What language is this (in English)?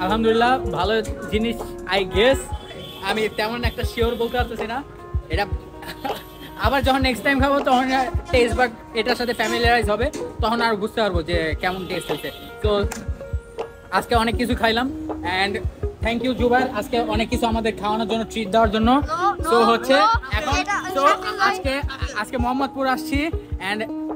Bangla